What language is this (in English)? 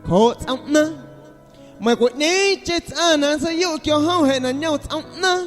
Guerrero Amuzgo